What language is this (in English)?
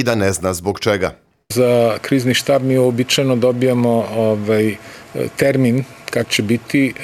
Serbian